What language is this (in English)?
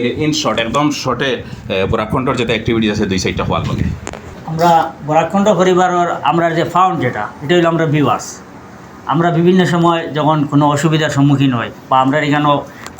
Sylheti